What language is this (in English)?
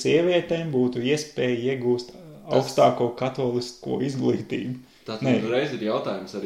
Latvian